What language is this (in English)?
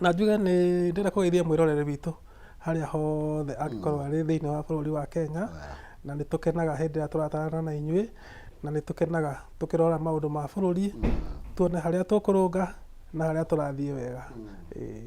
Kikuyu